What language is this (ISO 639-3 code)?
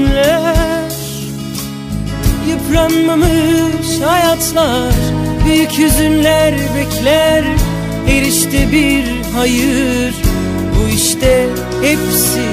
tur